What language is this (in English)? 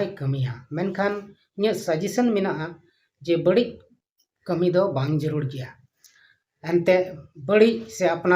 Santali